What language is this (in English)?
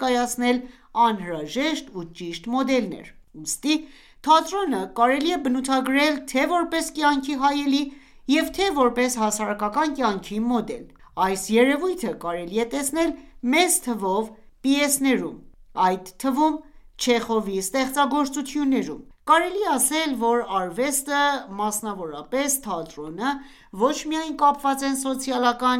Armenian